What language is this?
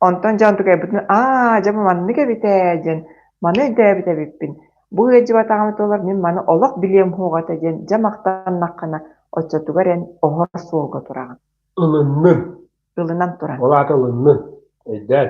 Yakut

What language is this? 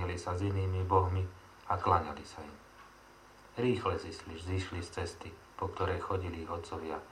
Slovak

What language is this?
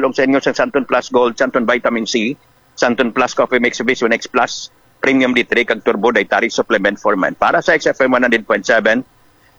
Hiligaynon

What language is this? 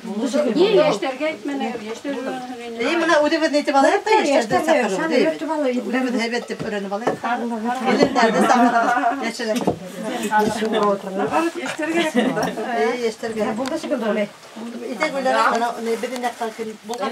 Bashkir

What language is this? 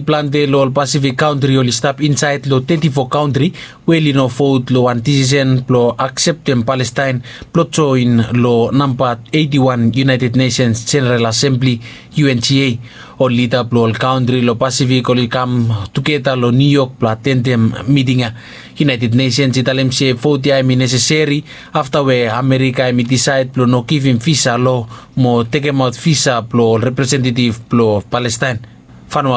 Bislama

